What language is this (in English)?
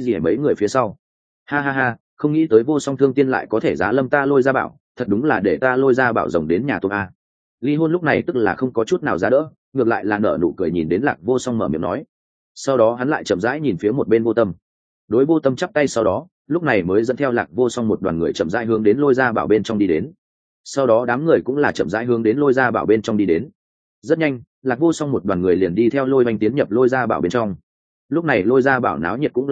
Vietnamese